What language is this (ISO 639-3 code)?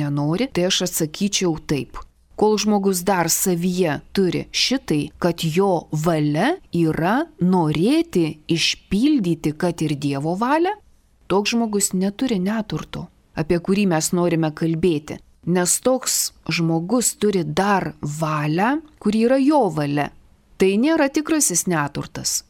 lit